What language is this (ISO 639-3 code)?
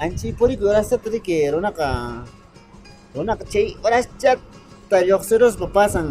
que